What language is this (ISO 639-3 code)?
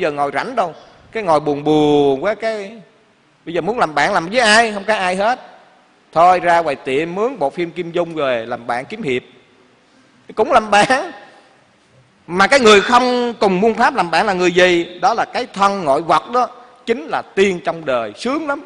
vie